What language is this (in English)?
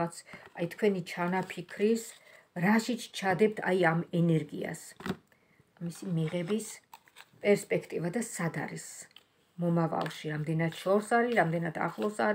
Georgian